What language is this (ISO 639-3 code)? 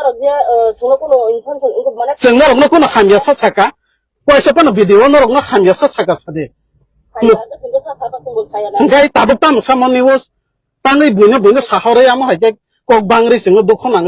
trp